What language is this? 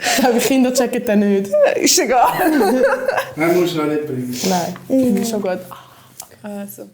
Swiss German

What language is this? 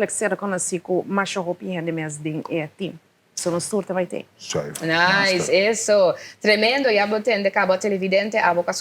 Papiamento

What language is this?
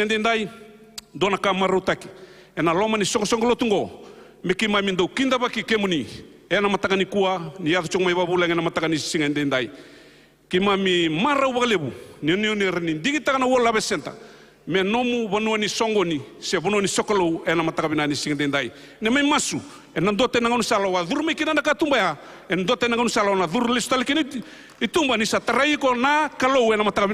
Fijian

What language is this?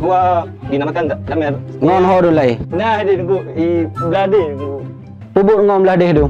Achinese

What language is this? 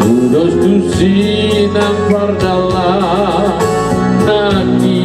Batak Toba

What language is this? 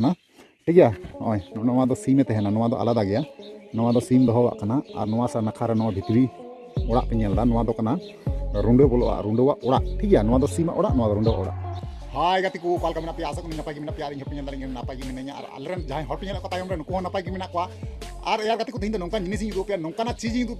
Santali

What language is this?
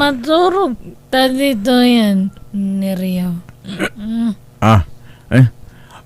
Iloko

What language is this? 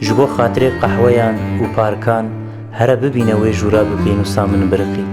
Kurdish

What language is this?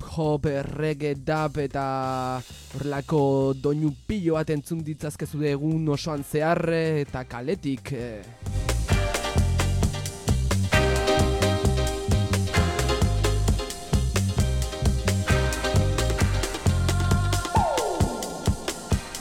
Basque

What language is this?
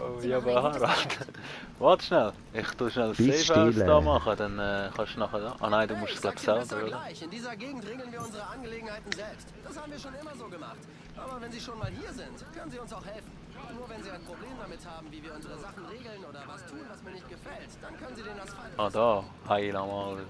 Swiss German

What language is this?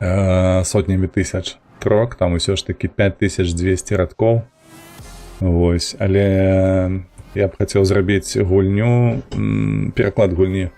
Belarusian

